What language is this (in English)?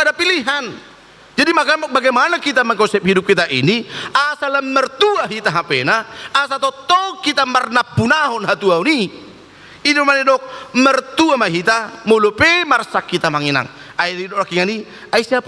Batak Toba